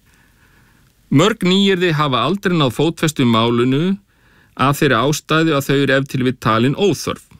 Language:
Icelandic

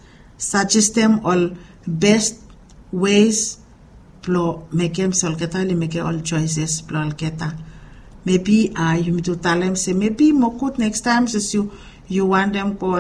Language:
Bislama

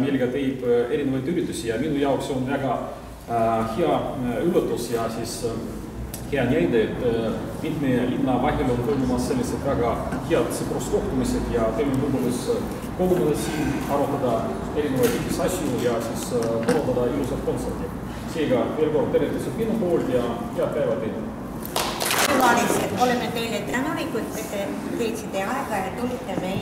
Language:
Estonian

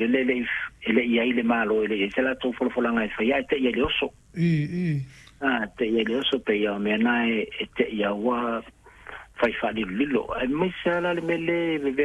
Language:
Samoan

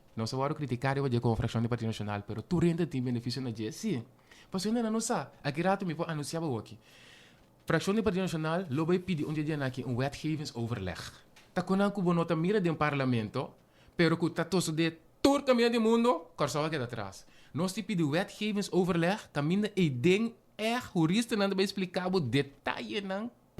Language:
Papiamento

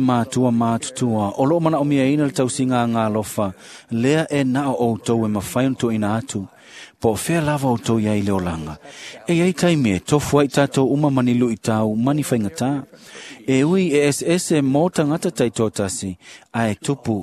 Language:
Samoan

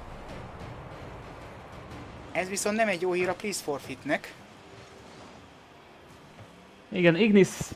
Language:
Hungarian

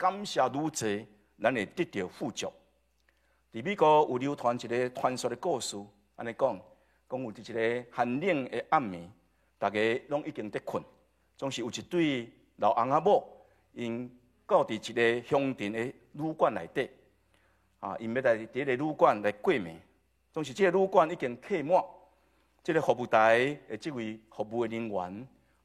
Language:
Min Nan Chinese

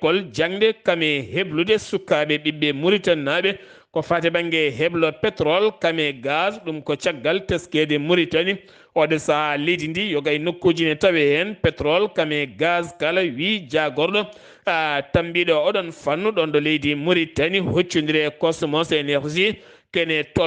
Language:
Fula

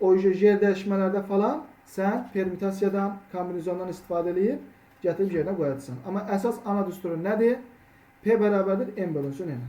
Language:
Azerbaijani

